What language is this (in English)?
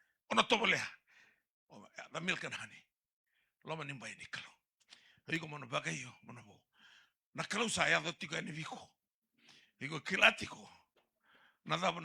Fijian